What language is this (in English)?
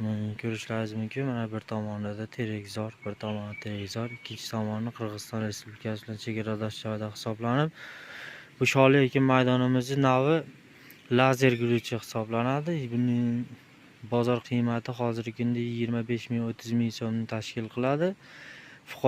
Uzbek